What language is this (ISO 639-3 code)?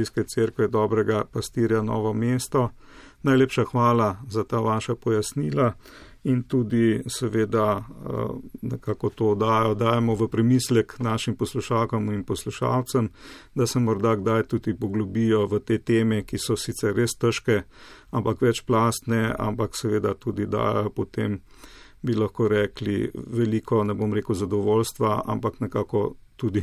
slv